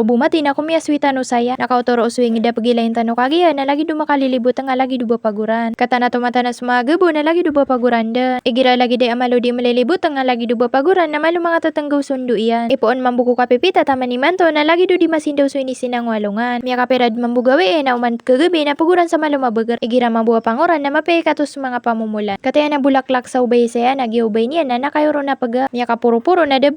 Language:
Maranao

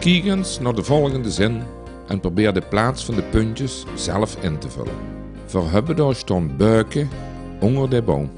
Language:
Limburgish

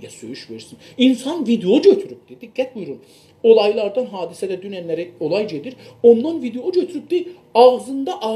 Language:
South Azerbaijani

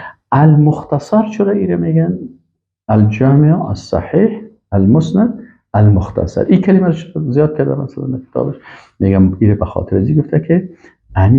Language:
Persian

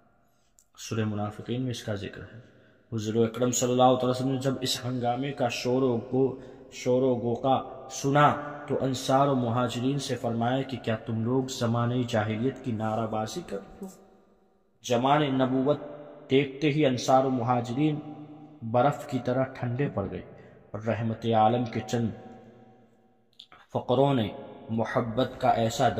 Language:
Urdu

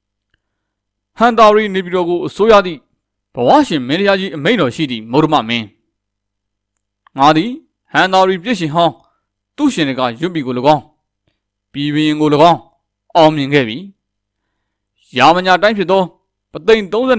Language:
Burmese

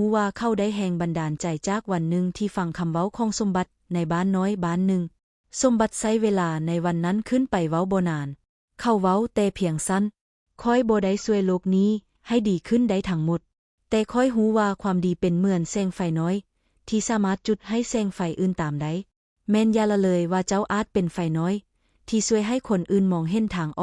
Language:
Lao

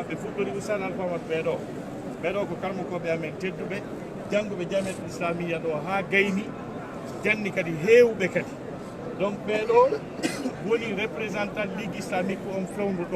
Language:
Fula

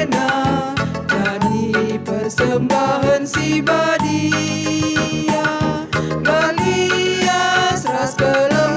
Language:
Batak Karo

